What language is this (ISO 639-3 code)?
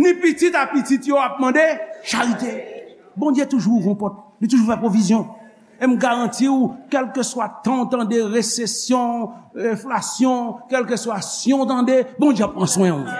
hat